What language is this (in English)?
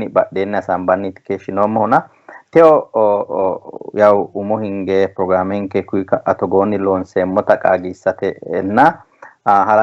Sidamo